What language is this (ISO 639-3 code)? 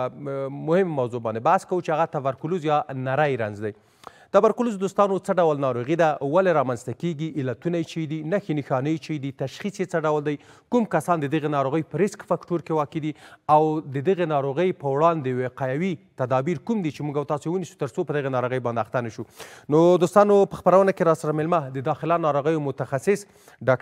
pus